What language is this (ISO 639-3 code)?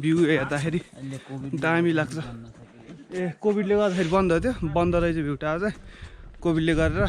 nep